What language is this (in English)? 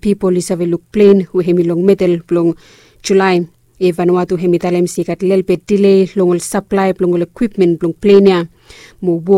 Bislama